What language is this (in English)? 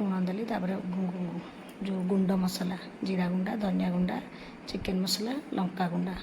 Odia